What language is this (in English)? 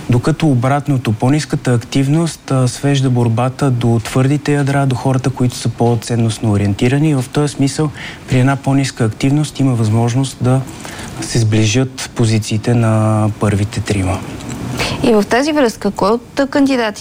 Bulgarian